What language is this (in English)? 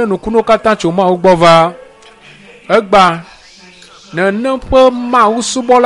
Ewe